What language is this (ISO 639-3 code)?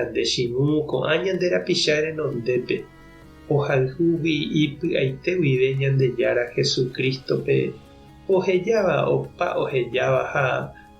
grn